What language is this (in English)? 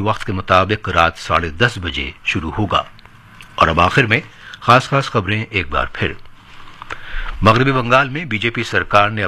Urdu